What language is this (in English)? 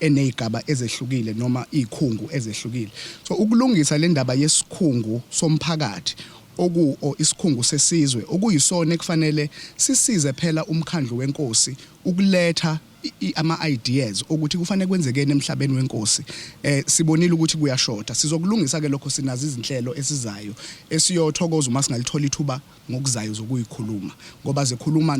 Zulu